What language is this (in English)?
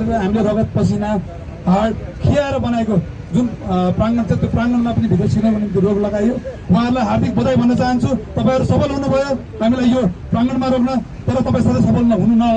Nepali